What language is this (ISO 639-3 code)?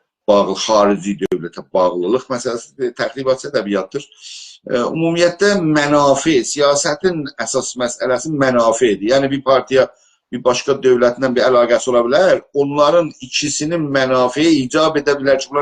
azb